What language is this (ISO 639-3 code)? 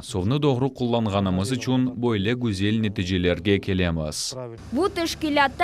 crh